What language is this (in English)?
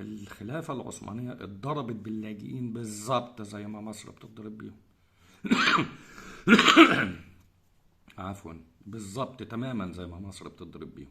Egyptian Arabic